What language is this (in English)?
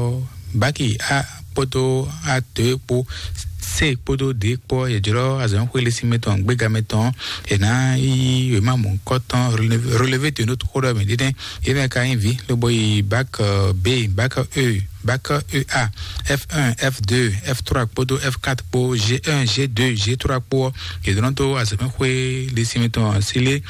Fon